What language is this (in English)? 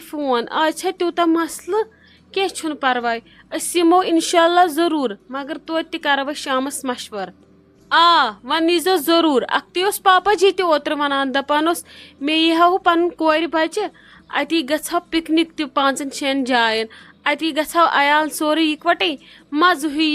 Kashmiri